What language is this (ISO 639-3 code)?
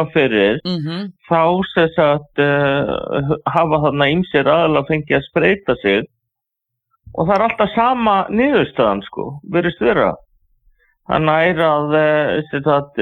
isl